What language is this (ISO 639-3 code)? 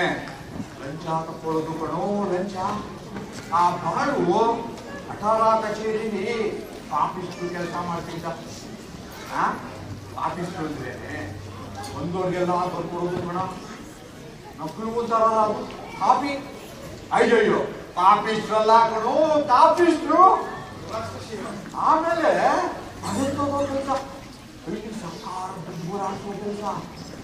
kan